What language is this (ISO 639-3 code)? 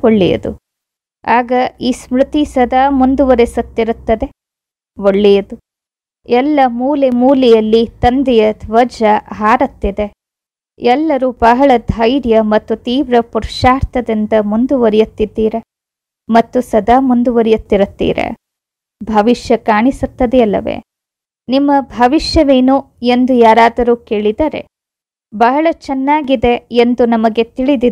kan